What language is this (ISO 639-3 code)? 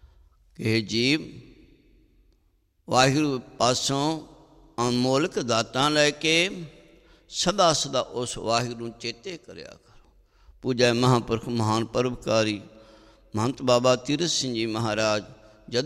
pan